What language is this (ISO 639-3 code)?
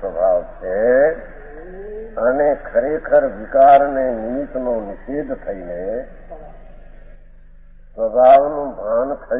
guj